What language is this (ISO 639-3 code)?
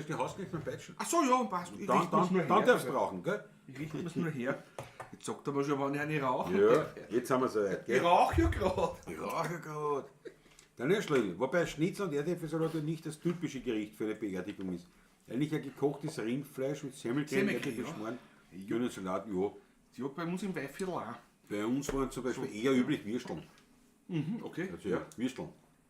bar